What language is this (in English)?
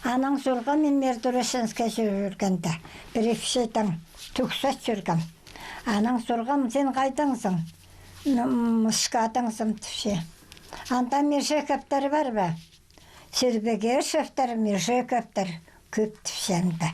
Khakas